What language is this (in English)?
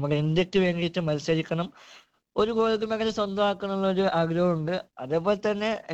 Malayalam